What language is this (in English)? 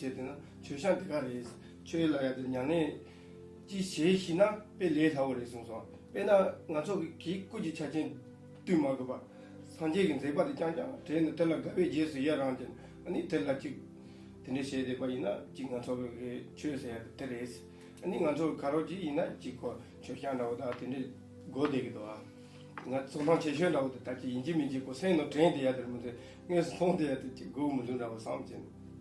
Tibetan